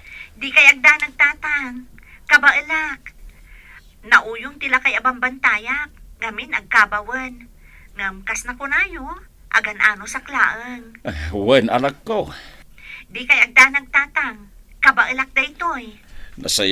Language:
Iloko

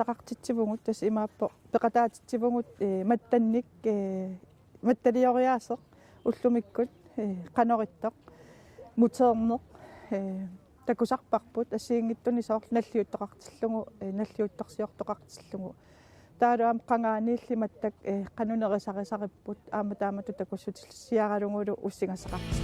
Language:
Kalaallisut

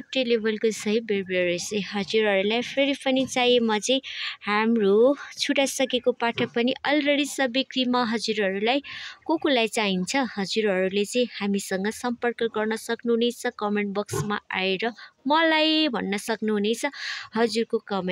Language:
Nepali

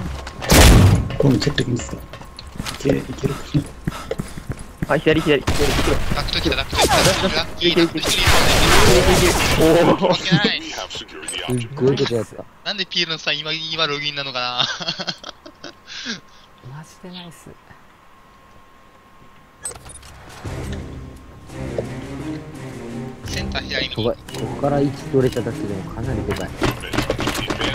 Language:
Japanese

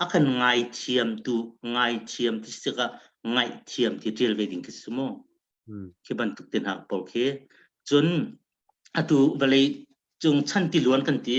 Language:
Hakha Chin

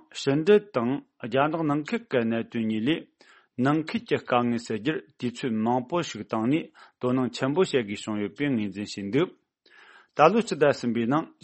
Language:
Tibetan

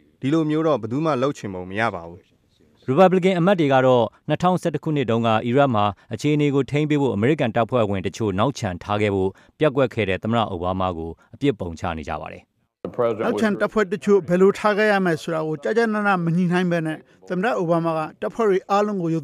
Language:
Burmese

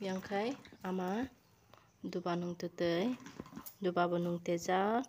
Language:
Kok Borok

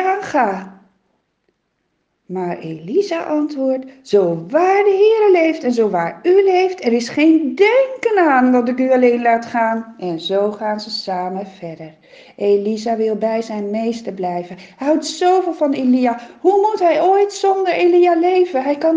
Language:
Dutch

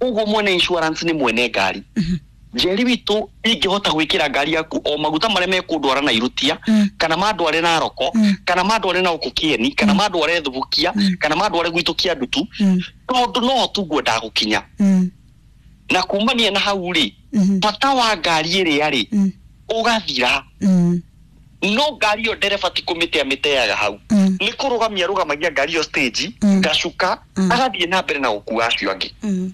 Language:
Kikuyu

